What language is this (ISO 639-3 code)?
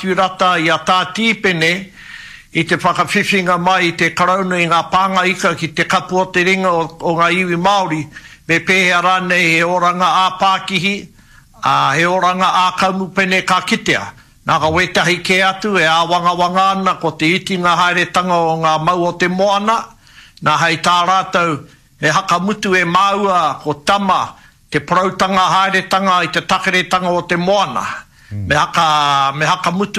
mri